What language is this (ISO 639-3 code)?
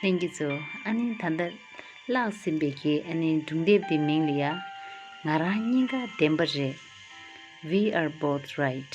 bod